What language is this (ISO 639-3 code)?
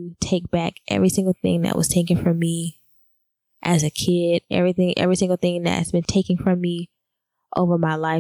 eng